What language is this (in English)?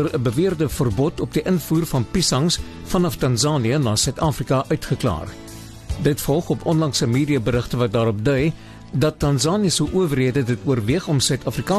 Afrikaans